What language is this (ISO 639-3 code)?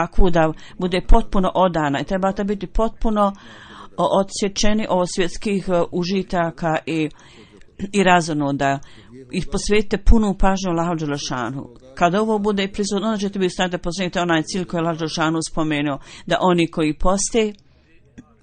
bos